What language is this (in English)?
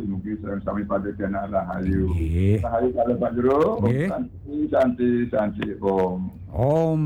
Balinese